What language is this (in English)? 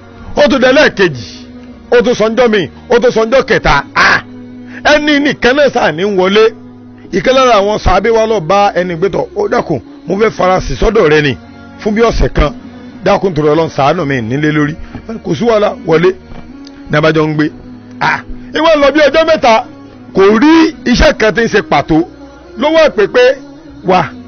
Yoruba